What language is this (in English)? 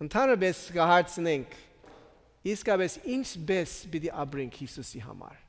Armenian